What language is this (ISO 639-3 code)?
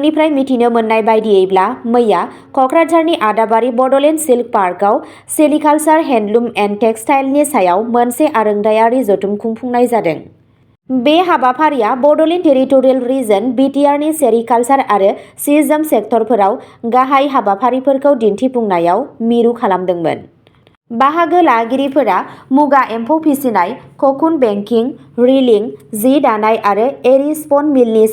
brx